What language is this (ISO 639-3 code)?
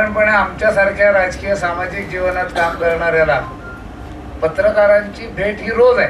mar